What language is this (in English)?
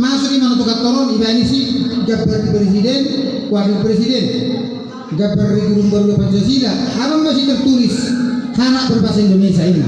Batak Toba